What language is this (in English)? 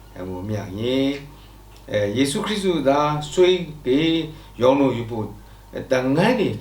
Lashi